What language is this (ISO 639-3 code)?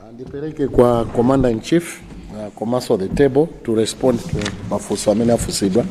nya